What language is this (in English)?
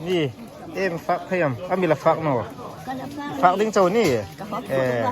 Hmar